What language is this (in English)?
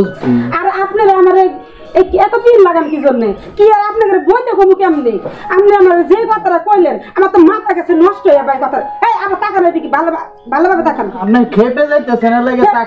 Sylheti